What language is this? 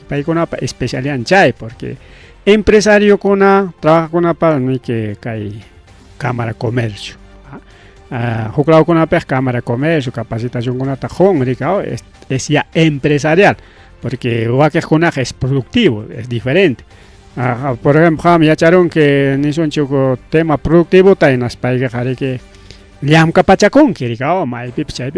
Ayacucho Quechua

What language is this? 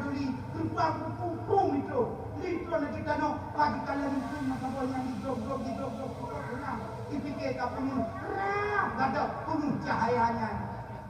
Achinese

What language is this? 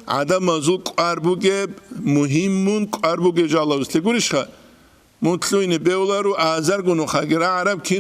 Avaric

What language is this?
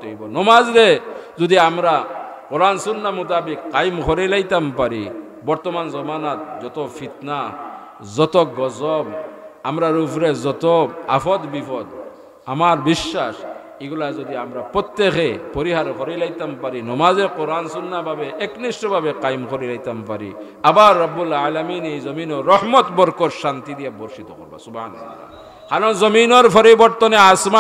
Sylheti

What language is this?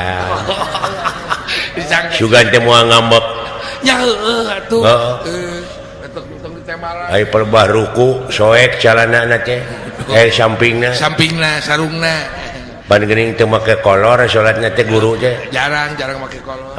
Sundanese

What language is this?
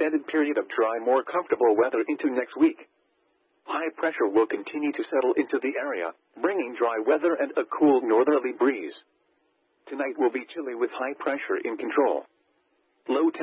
English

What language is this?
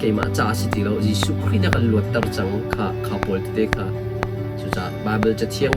Hakha Chin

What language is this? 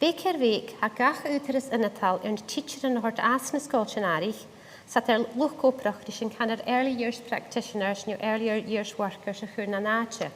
Scottish Gaelic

